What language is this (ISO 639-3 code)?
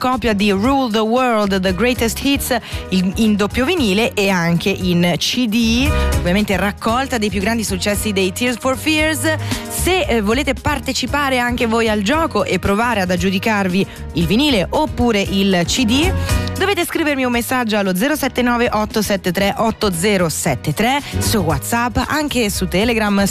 ita